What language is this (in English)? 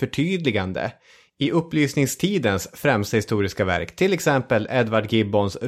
Swedish